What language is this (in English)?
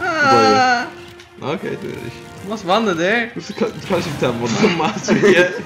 Faroese